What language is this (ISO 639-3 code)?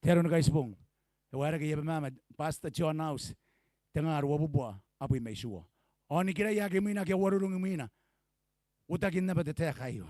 gil